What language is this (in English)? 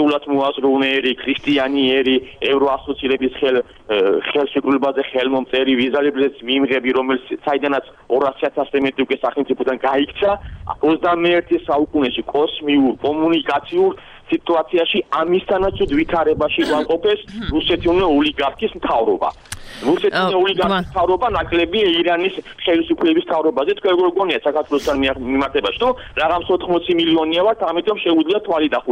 Georgian